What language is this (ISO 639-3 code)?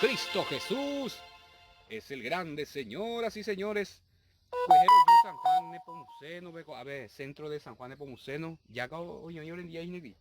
grn